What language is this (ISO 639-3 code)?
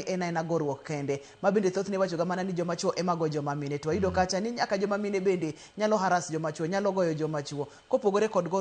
luo